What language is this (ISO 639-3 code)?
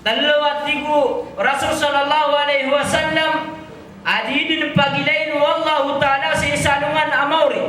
mrw